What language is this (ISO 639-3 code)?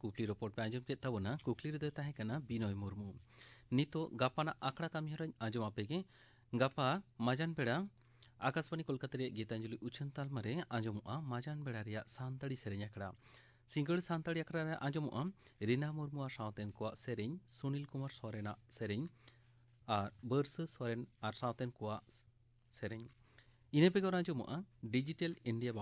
sat